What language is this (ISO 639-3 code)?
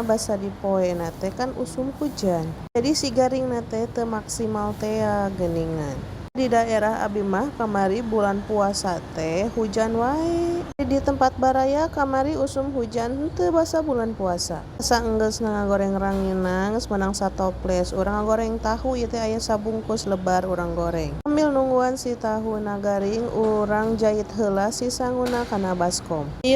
sun